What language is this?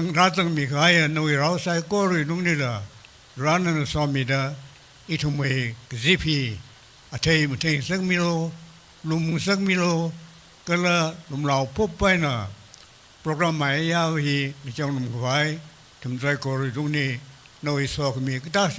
Tangkhul Naga (India)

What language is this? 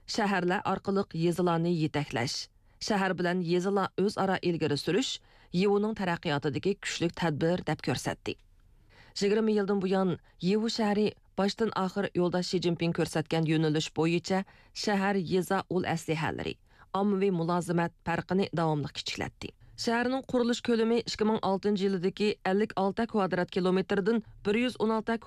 Uyghur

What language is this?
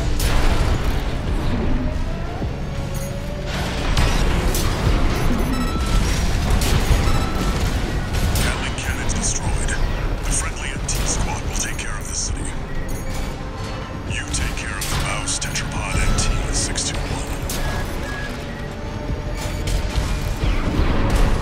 English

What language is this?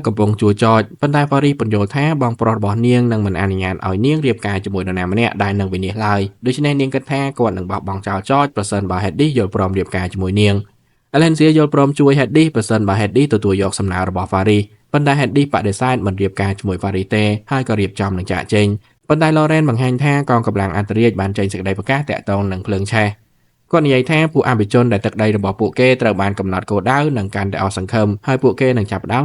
Khmer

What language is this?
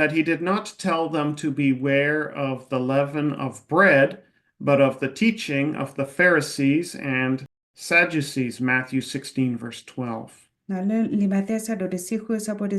S'gaw Karen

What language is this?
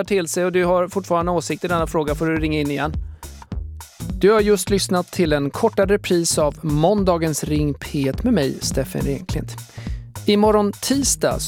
Swedish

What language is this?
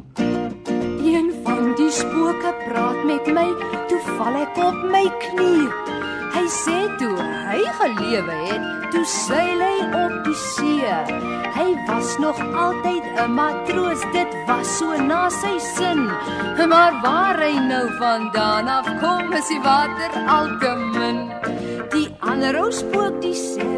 Afrikaans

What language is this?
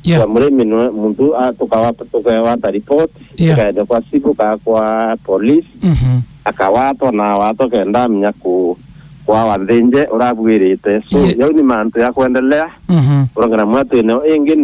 Meru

